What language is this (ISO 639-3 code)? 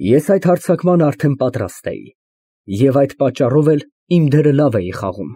hye